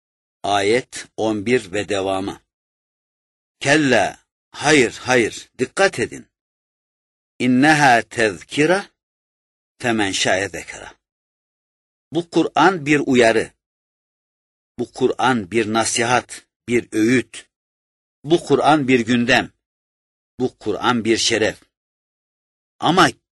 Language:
Turkish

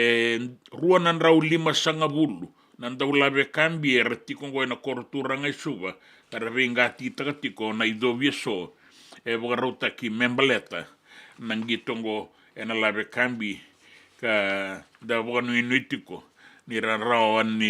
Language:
Fijian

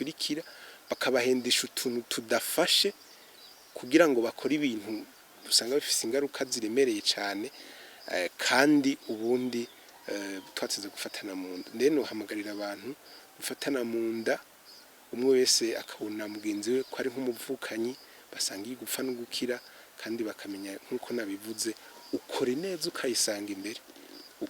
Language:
Rundi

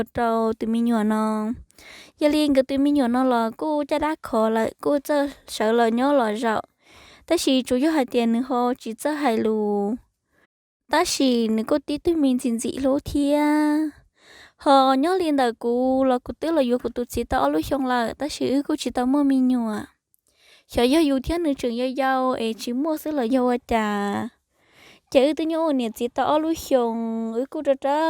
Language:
Hmong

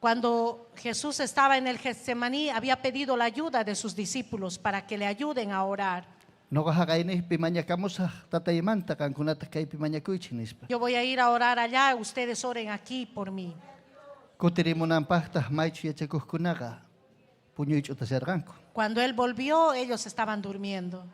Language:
Ayacucho Quechua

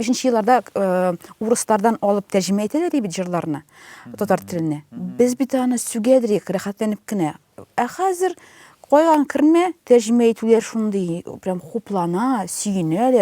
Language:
Tatar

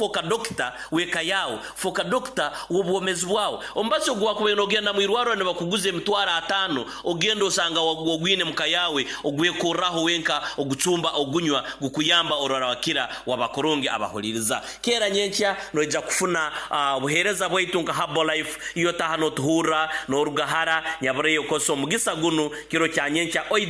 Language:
Nyoro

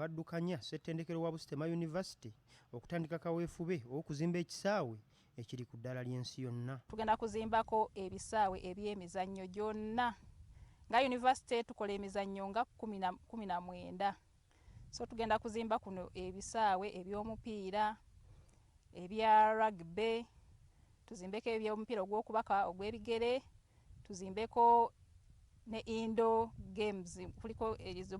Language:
Ganda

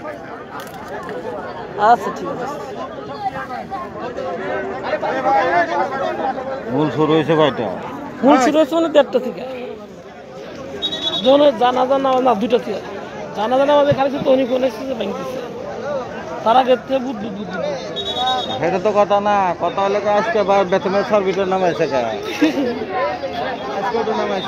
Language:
Bangla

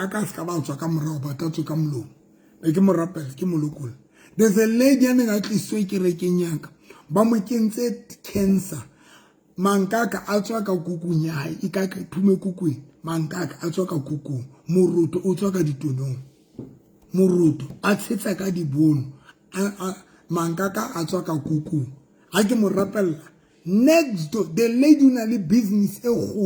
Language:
Southern Sotho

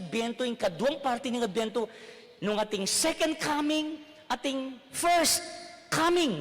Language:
Pampanga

